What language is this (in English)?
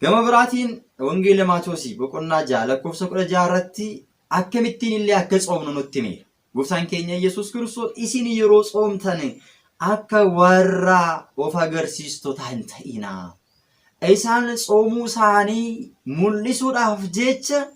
Oromo